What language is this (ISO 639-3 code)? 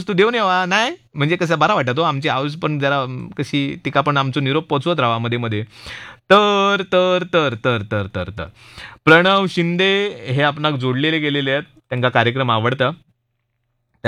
mar